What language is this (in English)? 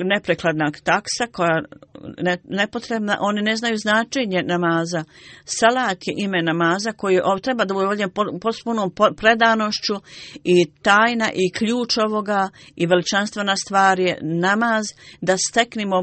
Bosnian